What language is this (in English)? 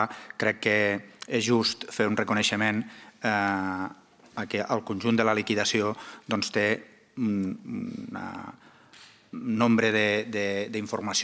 Catalan